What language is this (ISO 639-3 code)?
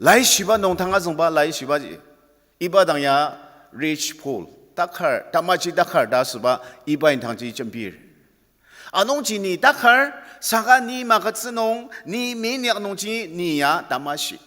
njo